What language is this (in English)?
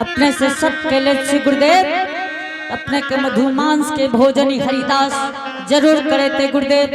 Angika